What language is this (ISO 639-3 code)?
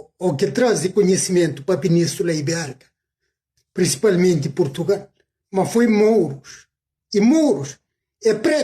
kea